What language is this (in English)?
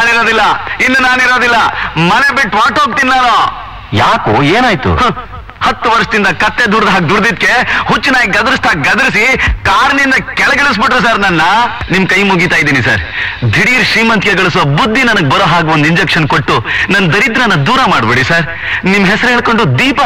Kannada